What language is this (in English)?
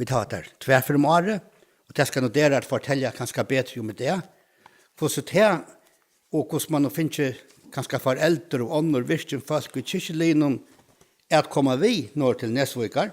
Faroese